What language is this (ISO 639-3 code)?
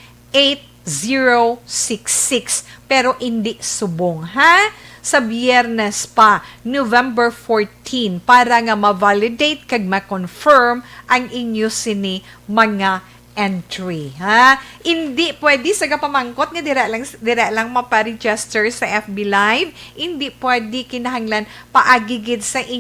hil